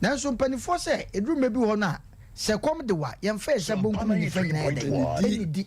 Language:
Akan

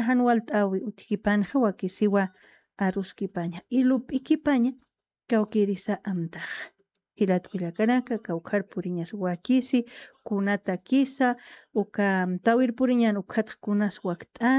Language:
Aymara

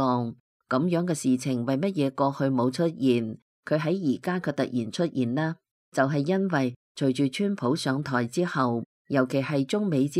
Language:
Cantonese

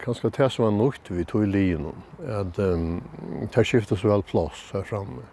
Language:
Faroese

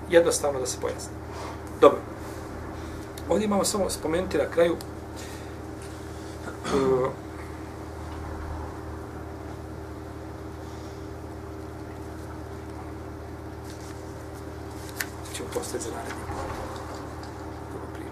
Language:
Bosnian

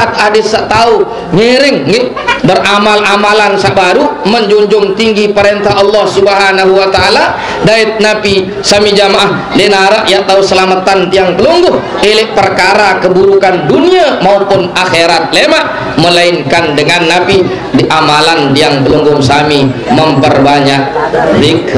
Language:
Sasak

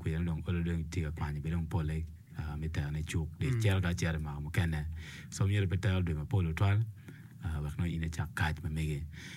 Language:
Acoli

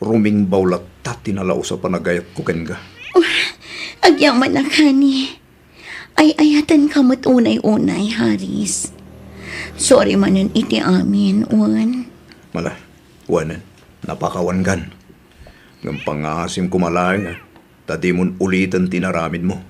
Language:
Iloko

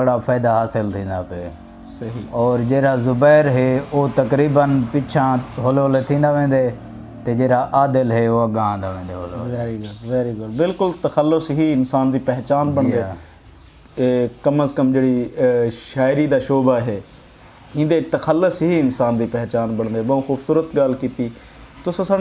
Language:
Saraiki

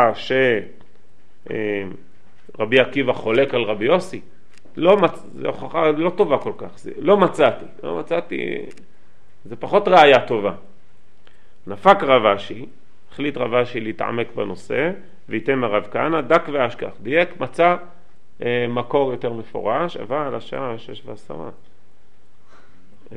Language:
Hebrew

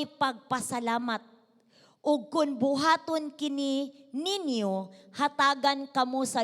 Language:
Cebuano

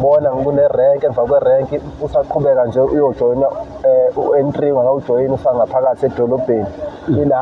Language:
Zulu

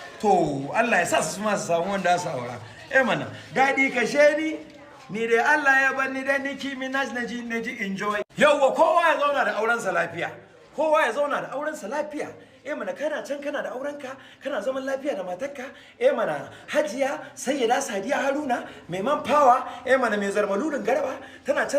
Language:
Hausa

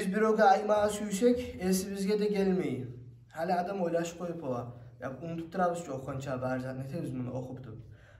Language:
Kumyk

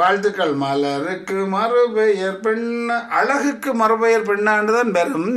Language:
Tamil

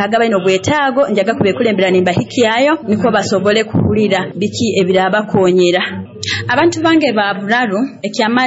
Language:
Nyoro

